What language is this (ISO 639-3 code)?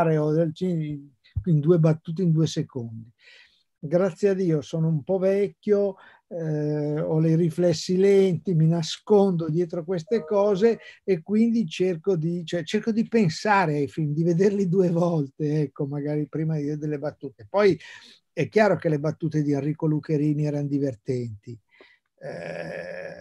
ita